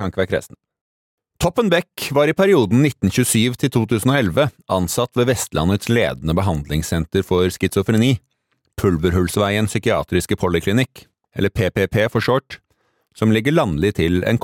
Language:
Norwegian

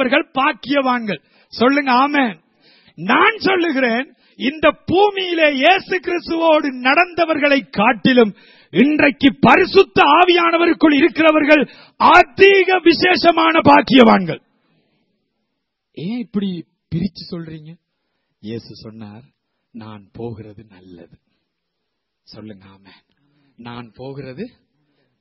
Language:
Tamil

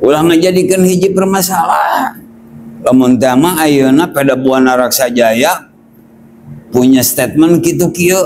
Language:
Sundanese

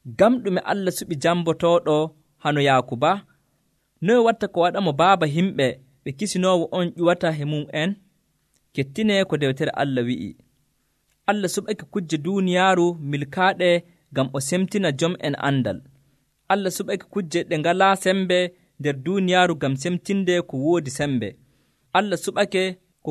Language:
Nigerian Fulfulde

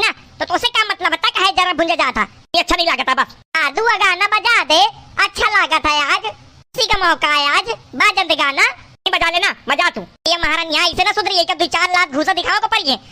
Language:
Awadhi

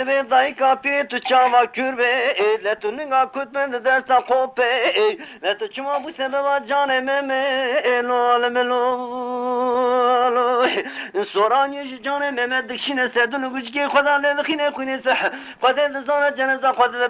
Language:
Zaza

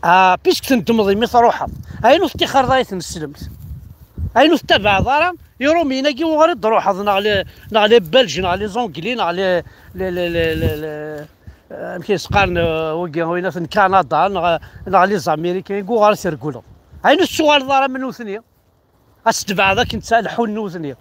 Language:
Kabyle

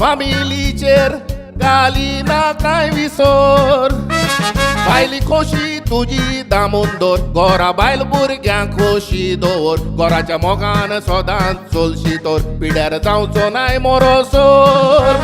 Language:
Konkani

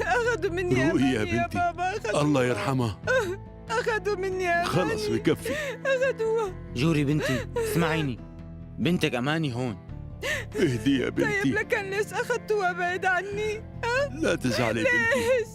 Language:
North Levantine Arabic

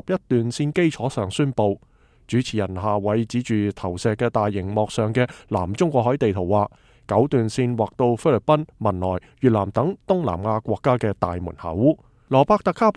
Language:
Cantonese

